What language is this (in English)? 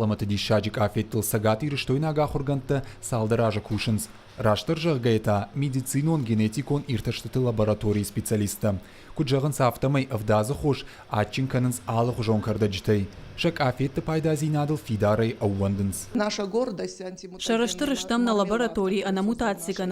Ossetic